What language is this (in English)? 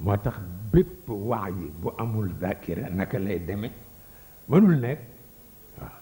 Wolof